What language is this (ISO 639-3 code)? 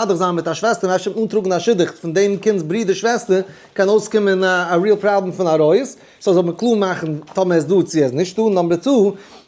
yid